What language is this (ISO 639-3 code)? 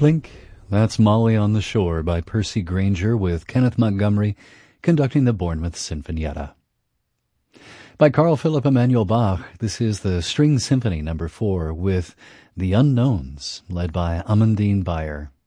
eng